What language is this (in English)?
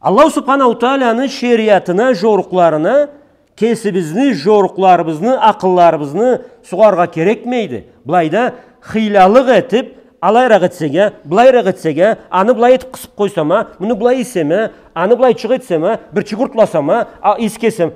Karachay-Balkar